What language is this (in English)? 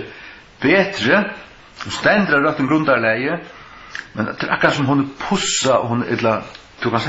Faroese